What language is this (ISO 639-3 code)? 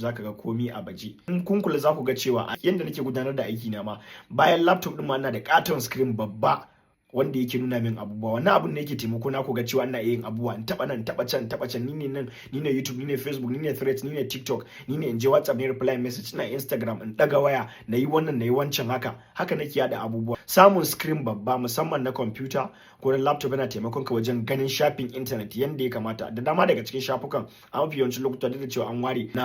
hau